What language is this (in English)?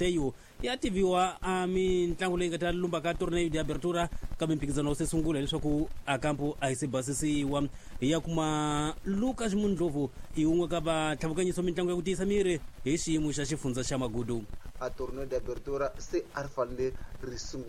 Tsonga